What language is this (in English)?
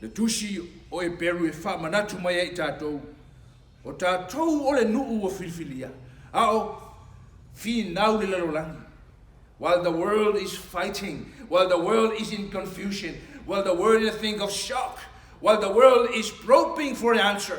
Samoan